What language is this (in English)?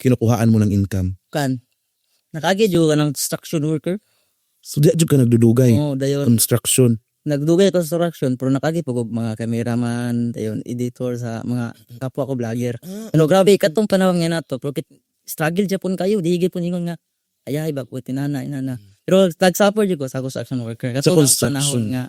Cebuano